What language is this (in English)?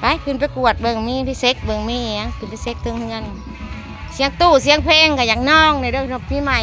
Northeastern Thai